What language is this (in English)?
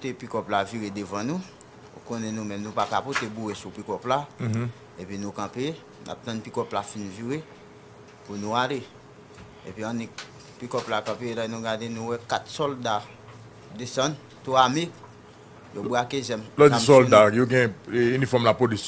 Haitian Creole